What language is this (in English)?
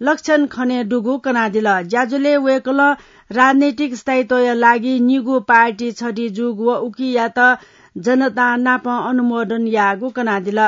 Newari